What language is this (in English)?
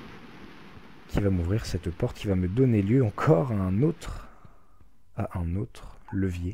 French